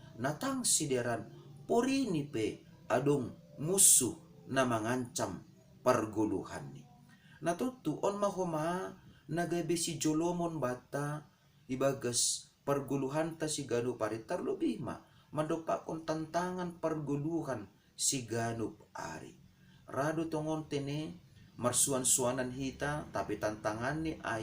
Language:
Batak Simalungun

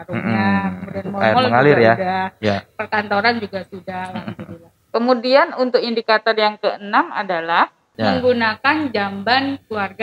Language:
Indonesian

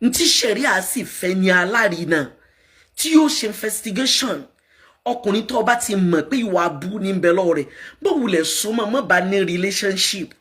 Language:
Yoruba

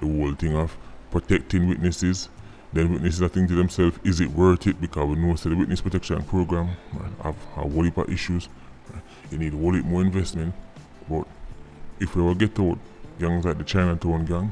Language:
Jamaican Creole English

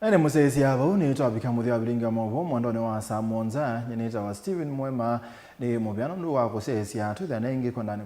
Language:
Kamba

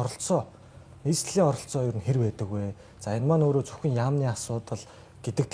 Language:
Mongolian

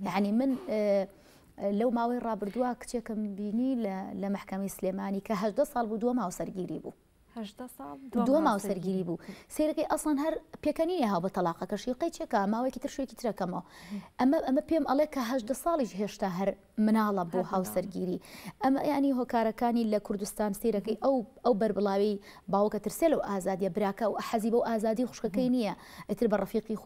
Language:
Central Kurdish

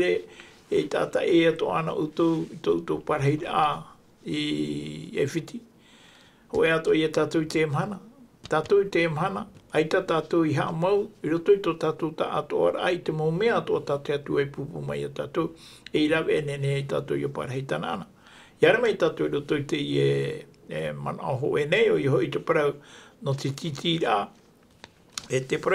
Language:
Tahitian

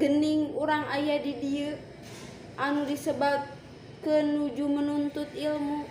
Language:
Sundanese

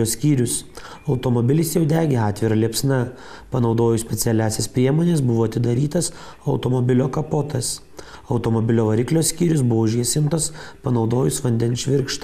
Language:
Lithuanian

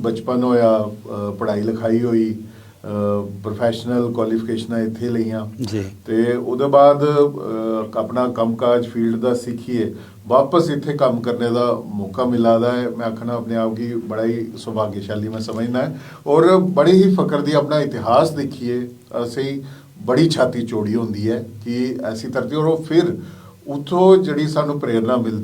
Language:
Dogri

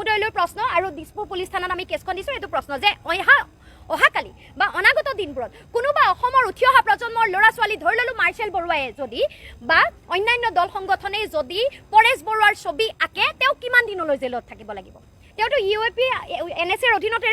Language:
Assamese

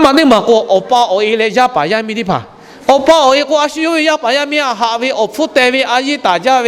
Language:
Lahu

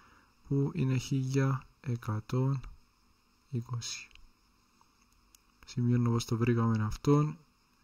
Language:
Greek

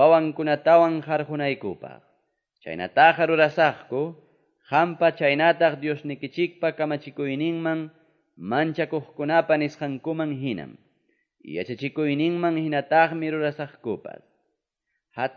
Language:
Quechua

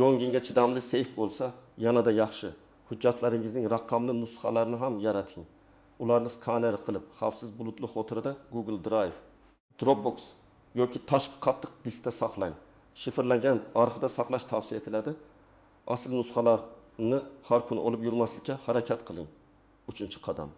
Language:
Uzbek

